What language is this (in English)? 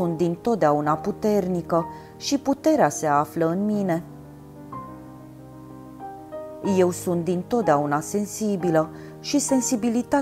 Romanian